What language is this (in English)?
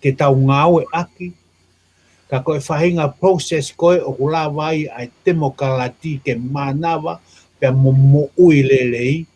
Tongan